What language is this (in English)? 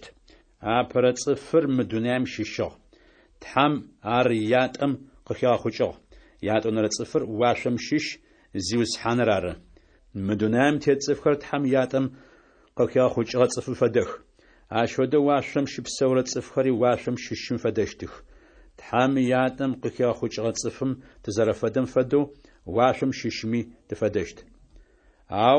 Adyghe